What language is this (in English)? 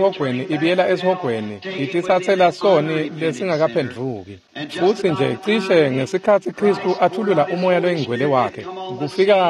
Swati